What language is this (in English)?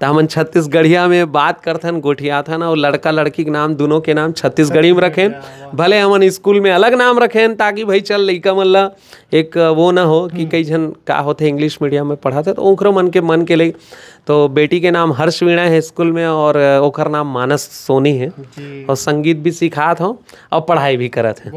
Chhattisgarhi